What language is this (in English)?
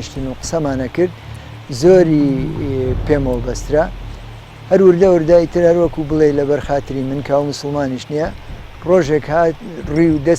Central Kurdish